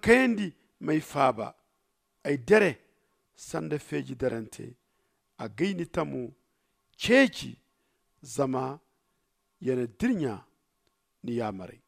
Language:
Zarma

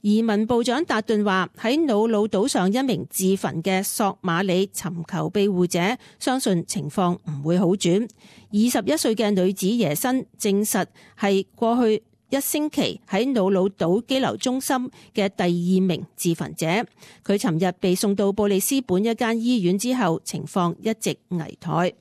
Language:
Cantonese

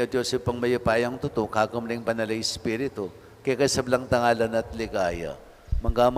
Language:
Pampanga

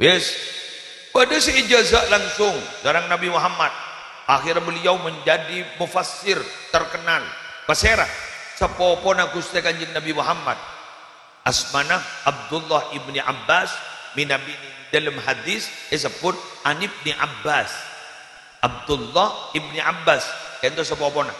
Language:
Madurese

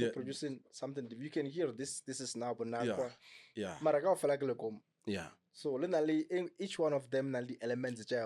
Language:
Northern Sotho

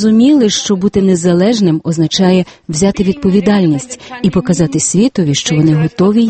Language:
Ukrainian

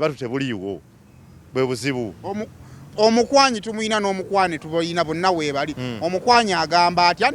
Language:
Ganda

